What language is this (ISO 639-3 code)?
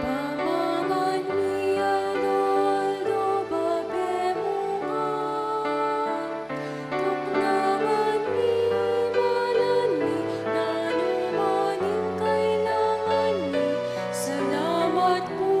pam